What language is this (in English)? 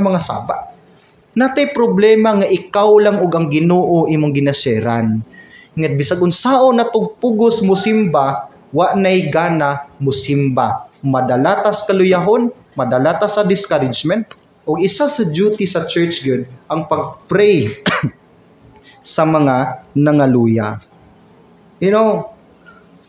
Cebuano